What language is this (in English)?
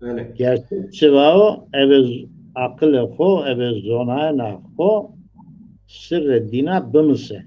Zaza